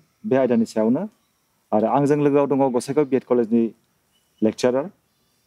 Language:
Bodo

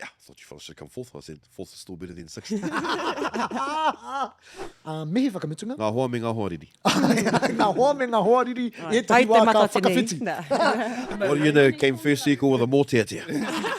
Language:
Māori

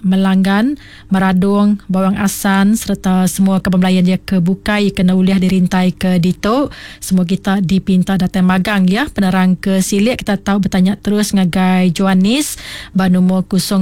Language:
Iban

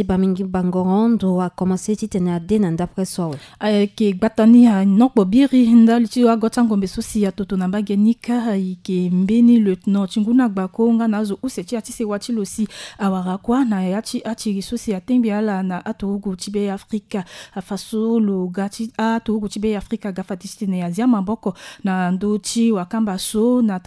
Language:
Sango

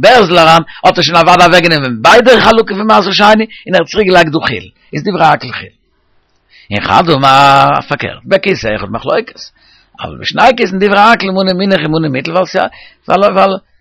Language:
Yiddish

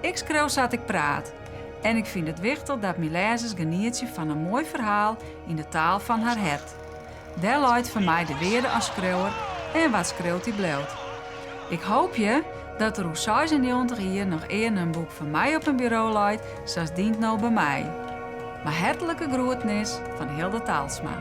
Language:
Western Frisian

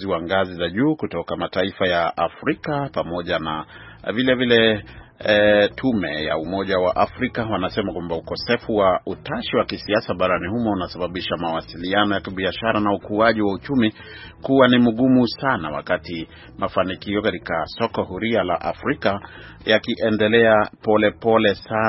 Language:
Swahili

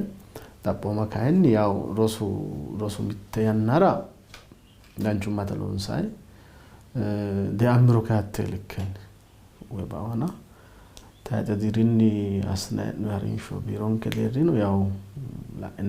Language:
Sidamo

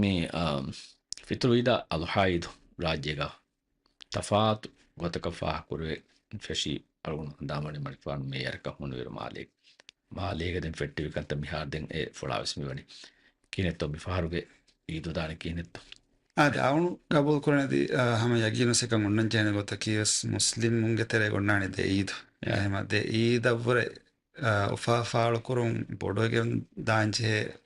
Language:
Divehi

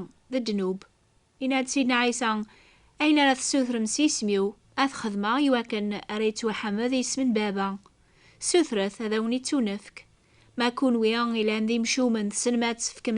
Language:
Kabyle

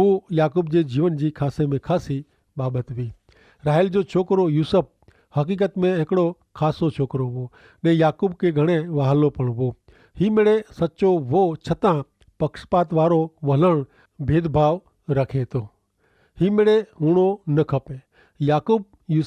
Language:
Kachhi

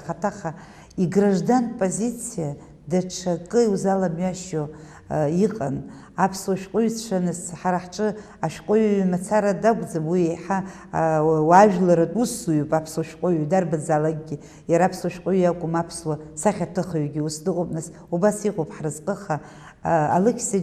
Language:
Abkhazian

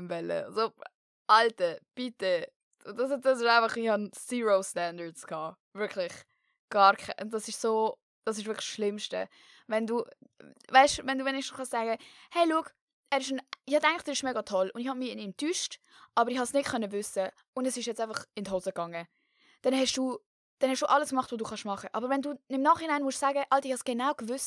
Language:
Swiss German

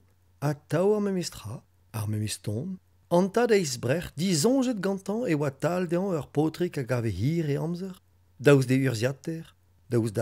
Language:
Breton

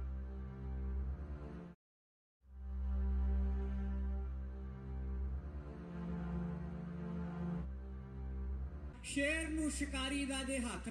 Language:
Punjabi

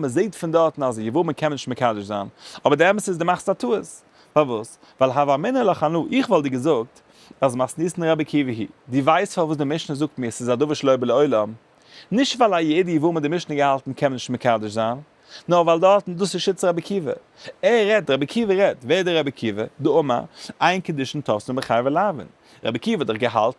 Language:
Yiddish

